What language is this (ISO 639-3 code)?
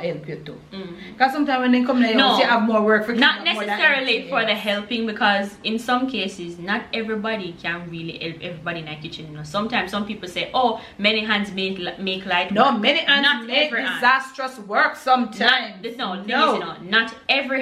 jam